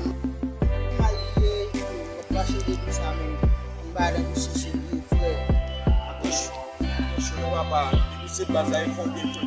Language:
Haitian Creole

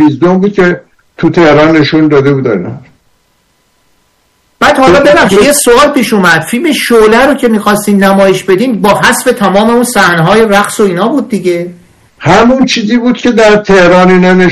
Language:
Persian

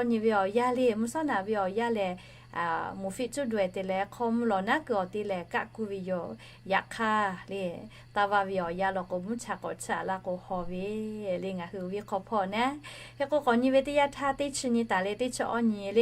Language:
Lahu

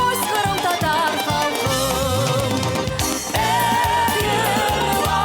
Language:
Crimean Tatar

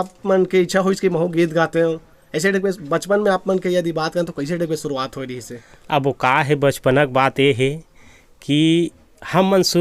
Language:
Chhattisgarhi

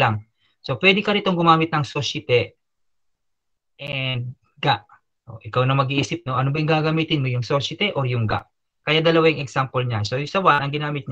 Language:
Filipino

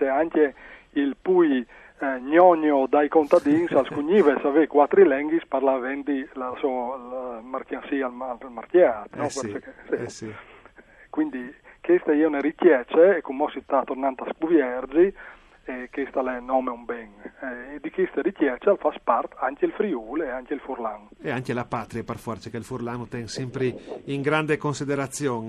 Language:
Friulian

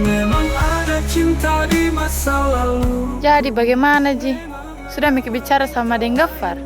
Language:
Makassar Malay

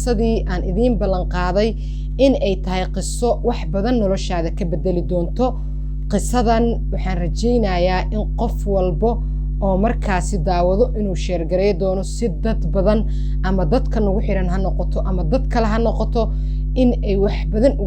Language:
Somali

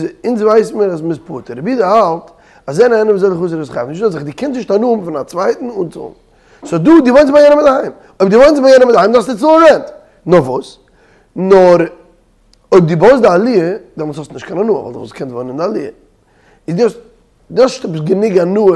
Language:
Yiddish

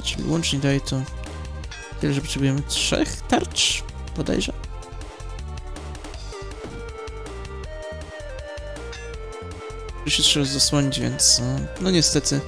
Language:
Polish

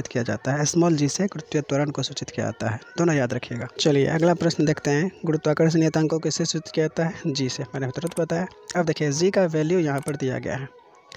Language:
Hindi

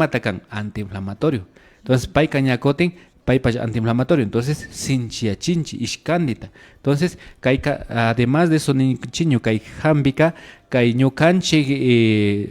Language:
Imbabura Highland Quichua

